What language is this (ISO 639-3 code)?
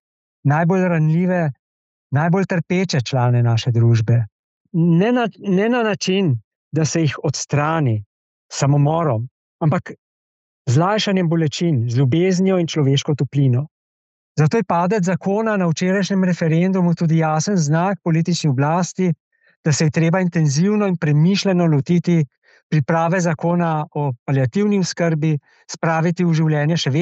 slv